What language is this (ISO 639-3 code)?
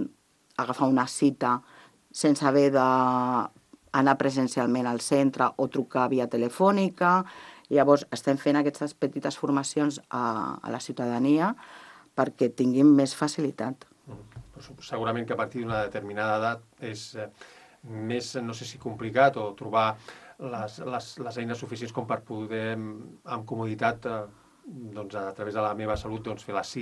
cat